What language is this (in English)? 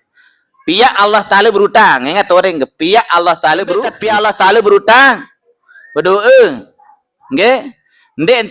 Sasak